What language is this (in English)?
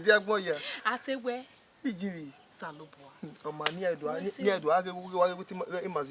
Bini